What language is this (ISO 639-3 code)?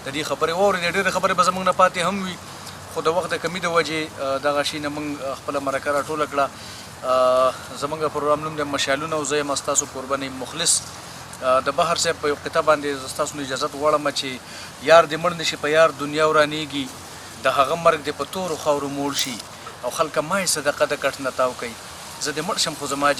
pus